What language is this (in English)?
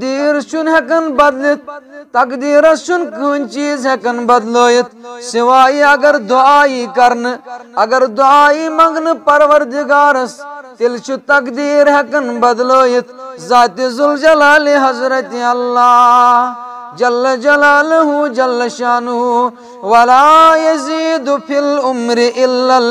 Kashmiri